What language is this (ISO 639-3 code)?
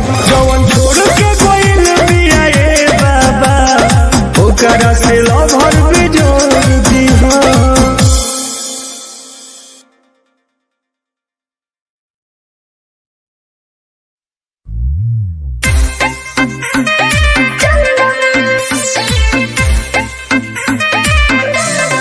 bho